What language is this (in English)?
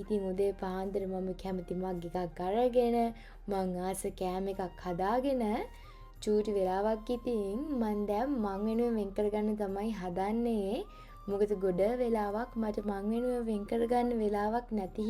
Sinhala